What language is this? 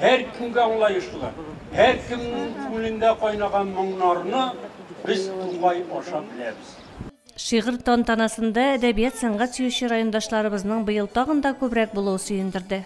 Tatar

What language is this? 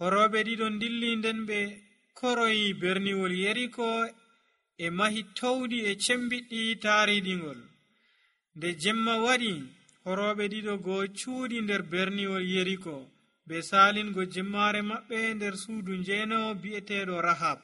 Nigerian Fulfulde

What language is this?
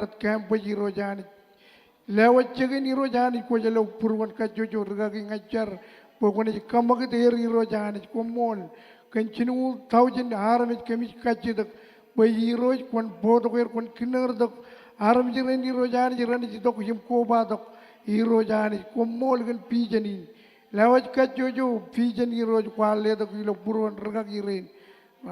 Marshallese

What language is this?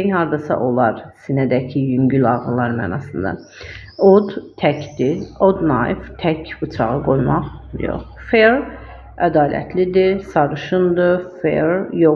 Azerbaijani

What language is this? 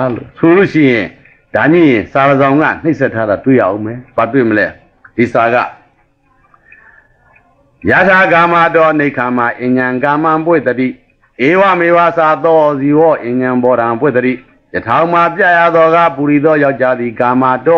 Burmese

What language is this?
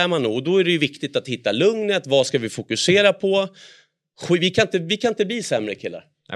Swedish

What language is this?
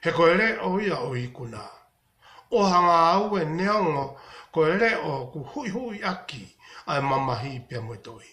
Tongan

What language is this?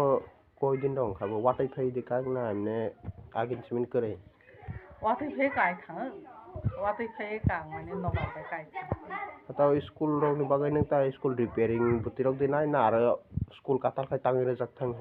Kok Borok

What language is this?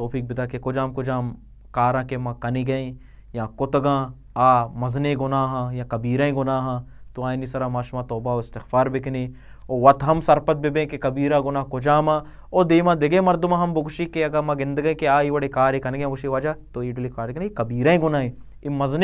Baluchi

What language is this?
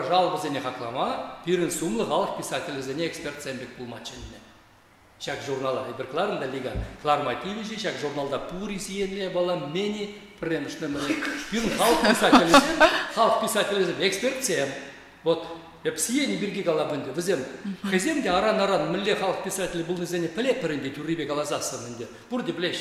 Chuvash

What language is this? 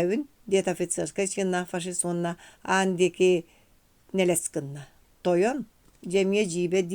Yakut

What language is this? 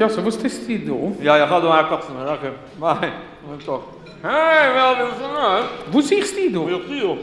Yiddish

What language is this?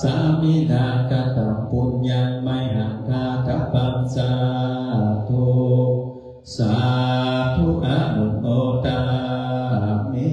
Pali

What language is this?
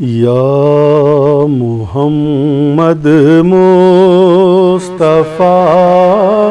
Brahui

